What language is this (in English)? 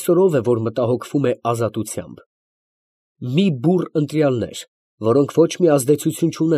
Armenian